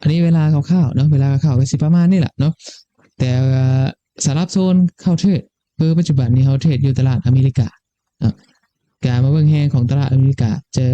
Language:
Lao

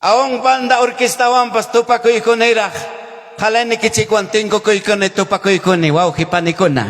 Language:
Ayacucho Quechua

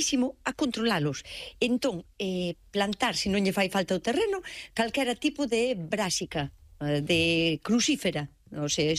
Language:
Galician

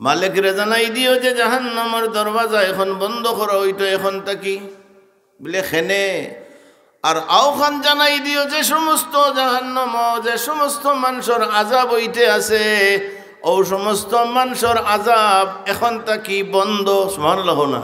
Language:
Sylheti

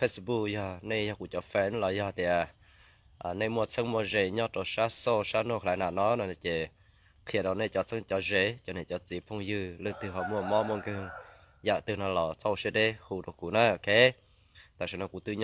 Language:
Hmong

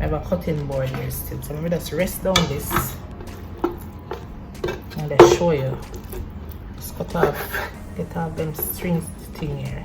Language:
Jamaican Creole English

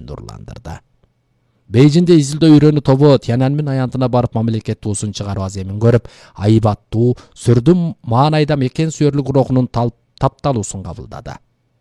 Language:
Kyrgyz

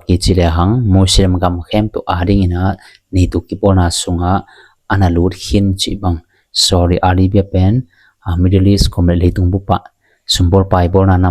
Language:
Tedim Chin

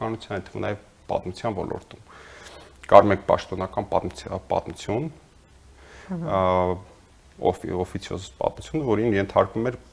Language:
Armenian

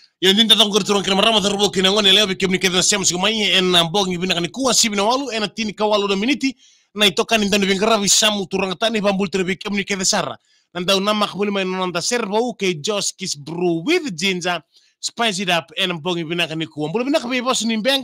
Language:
Fijian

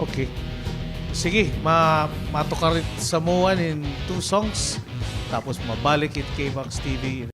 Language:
Waray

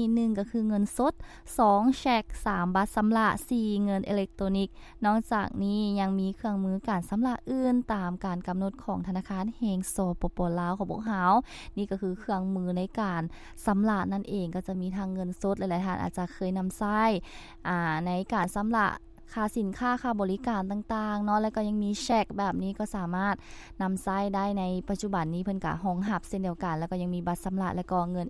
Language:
Lao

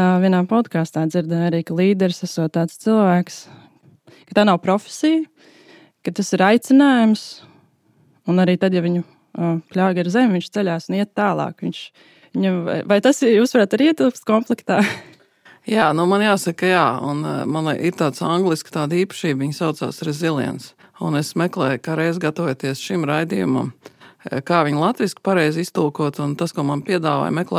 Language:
Latvian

